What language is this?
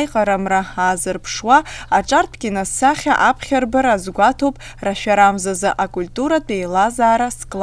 Abkhazian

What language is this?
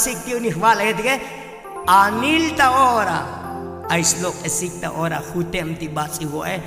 Tzotzil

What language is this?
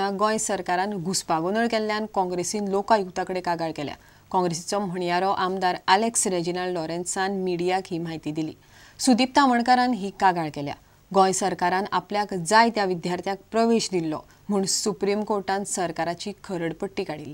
Konkani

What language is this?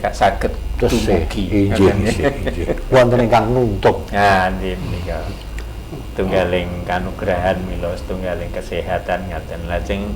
Javanese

